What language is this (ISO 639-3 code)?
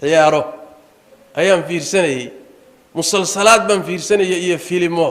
som